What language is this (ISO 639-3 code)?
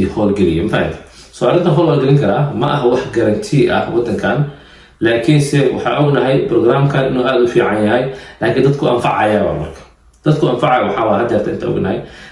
som